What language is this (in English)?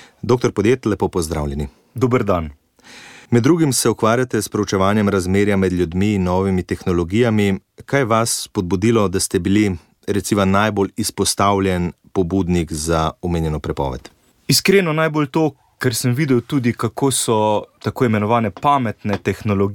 Slovenian